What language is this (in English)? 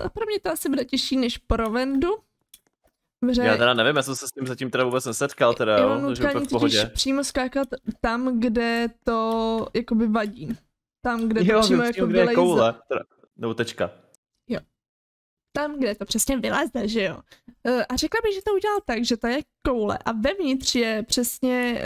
Czech